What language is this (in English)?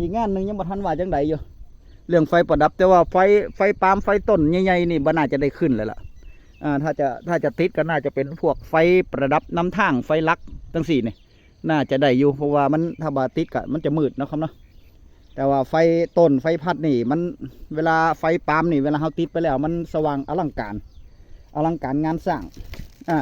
Northeastern Thai